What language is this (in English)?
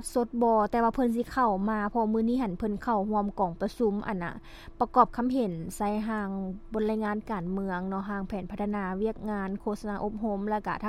Lao